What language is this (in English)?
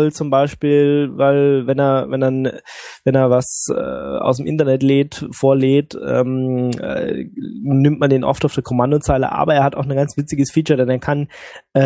German